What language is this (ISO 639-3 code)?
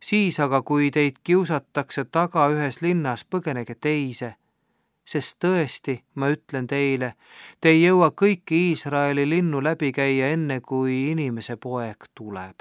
est